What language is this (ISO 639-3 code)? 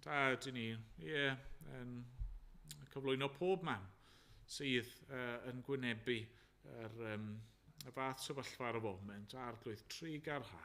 cym